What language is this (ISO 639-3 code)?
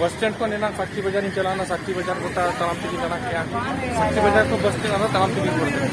sat